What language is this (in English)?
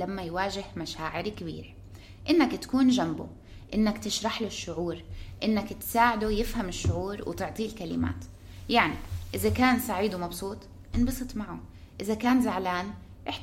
North Levantine Arabic